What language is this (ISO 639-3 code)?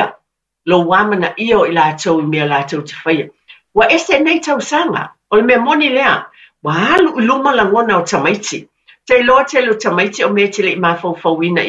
smo